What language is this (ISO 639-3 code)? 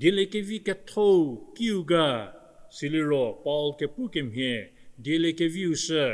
njm